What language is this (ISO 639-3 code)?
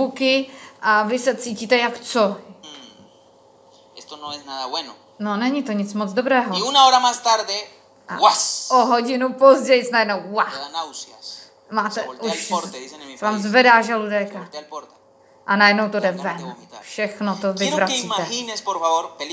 ces